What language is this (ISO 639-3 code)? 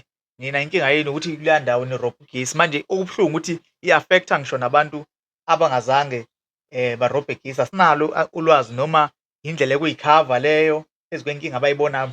zul